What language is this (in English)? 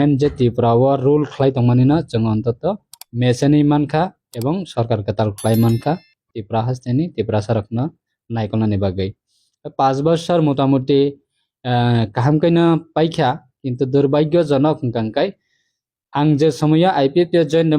Kok Borok